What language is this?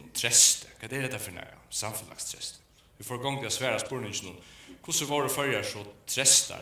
Faroese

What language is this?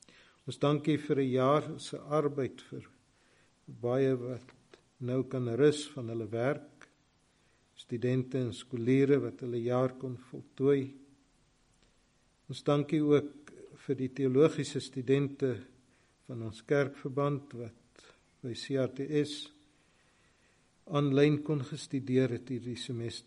Afrikaans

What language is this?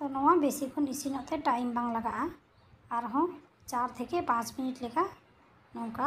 Santali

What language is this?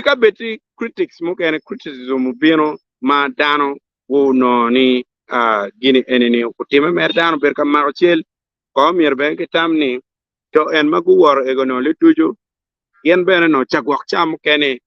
Acoli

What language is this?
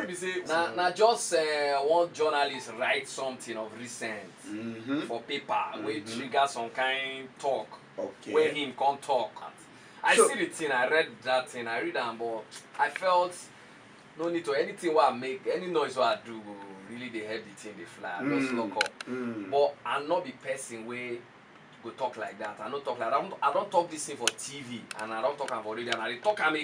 Nigerian Pidgin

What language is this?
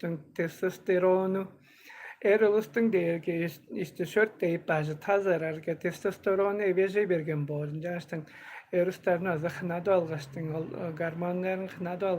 Tuvinian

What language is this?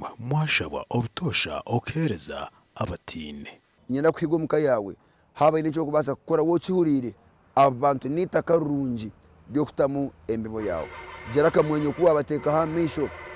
Nyankole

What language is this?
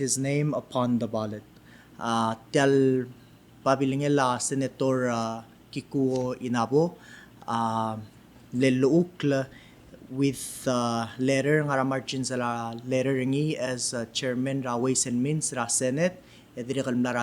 Palauan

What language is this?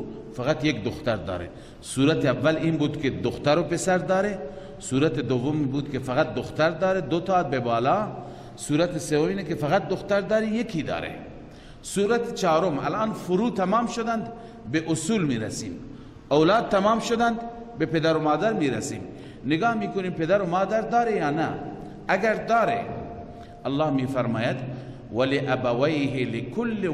Persian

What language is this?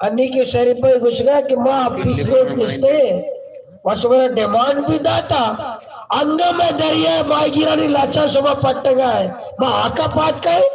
Baluchi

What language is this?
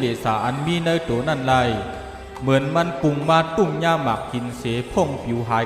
Shan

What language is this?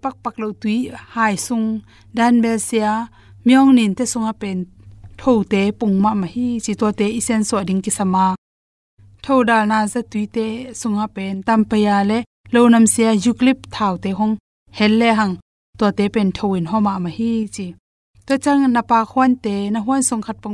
Tedim Chin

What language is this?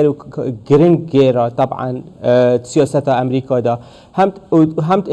Kurdish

